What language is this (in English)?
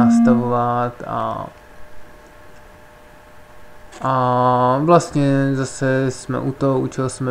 Czech